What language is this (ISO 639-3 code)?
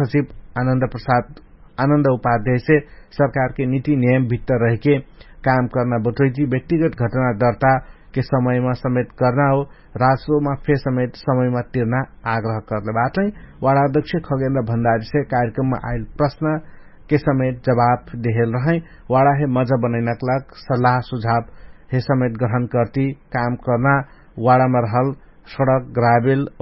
thl